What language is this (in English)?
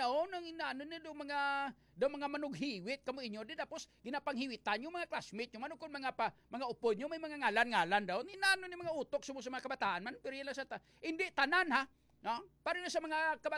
Hiligaynon